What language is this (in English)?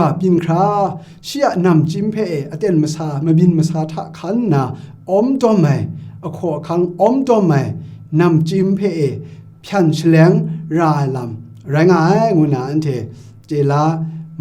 Kachin